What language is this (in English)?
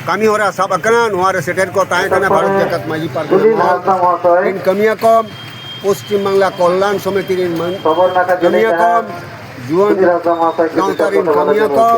Santali